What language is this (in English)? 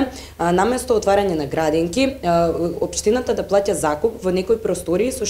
Macedonian